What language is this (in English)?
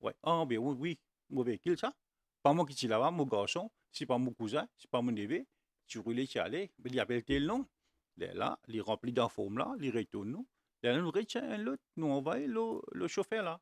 Morisyen